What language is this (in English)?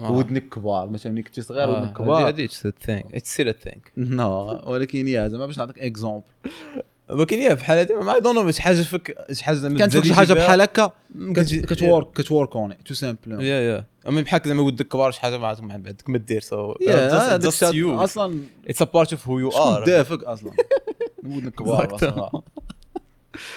Moroccan Arabic